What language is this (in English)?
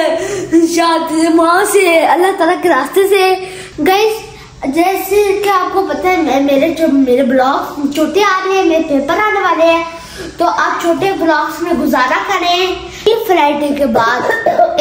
Hindi